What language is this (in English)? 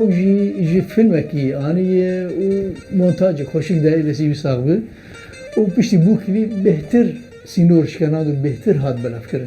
Kurdish